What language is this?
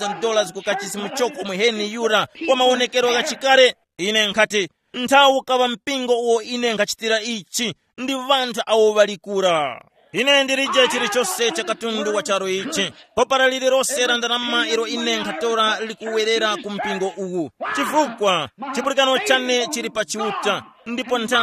Tumbuka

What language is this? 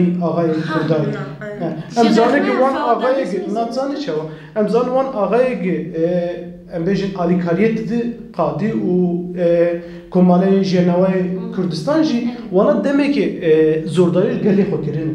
Kurdish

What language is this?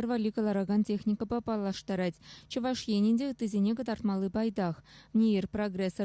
Chuvash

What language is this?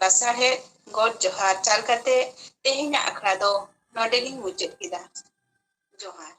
Santali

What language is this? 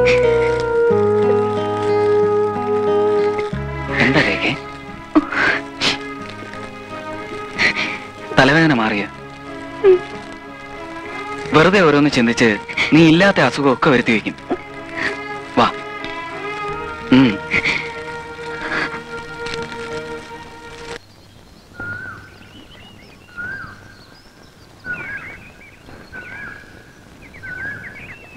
Malayalam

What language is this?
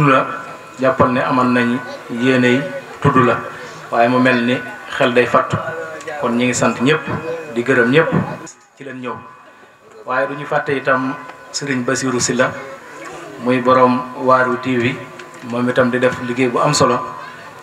Wolof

